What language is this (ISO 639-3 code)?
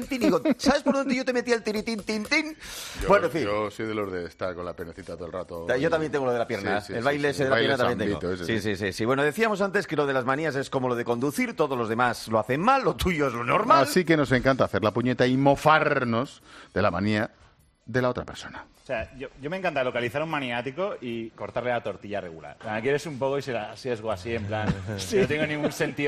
spa